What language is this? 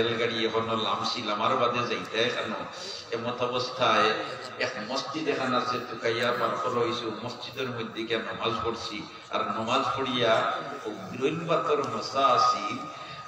Sylheti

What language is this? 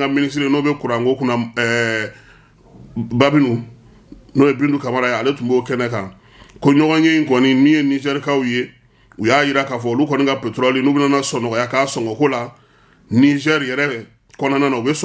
Bambara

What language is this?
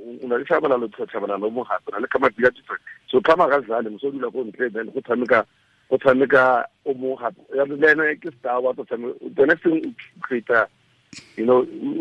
Tswana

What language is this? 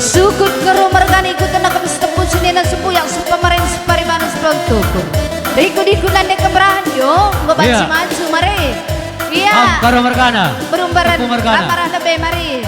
Batak Karo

